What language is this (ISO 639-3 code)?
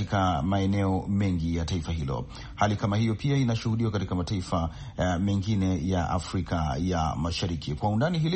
swa